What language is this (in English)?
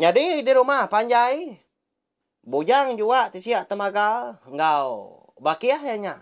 Iban